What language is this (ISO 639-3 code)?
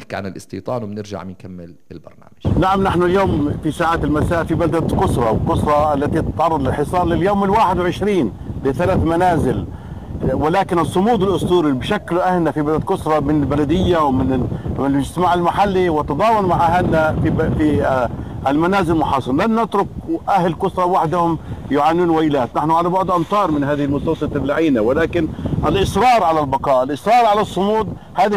apc